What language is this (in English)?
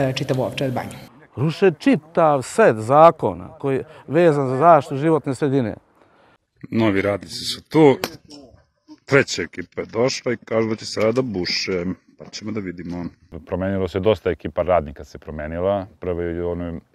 Serbian